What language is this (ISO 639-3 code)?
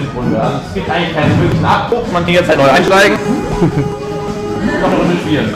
deu